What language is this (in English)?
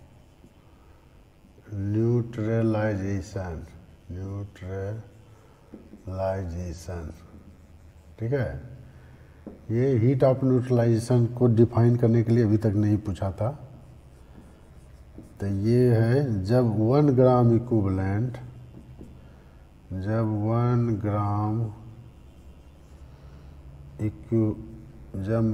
Hindi